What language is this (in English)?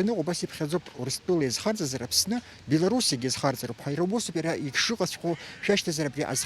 Abkhazian